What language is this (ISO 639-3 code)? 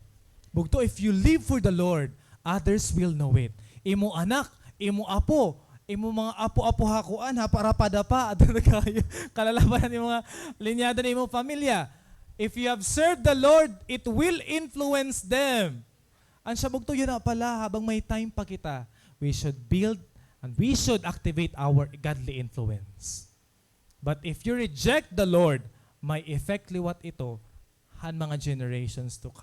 war